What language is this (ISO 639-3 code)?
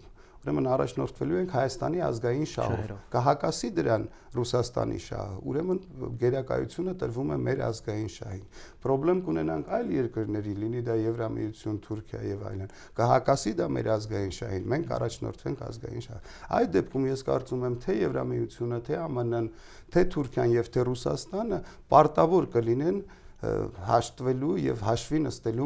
hye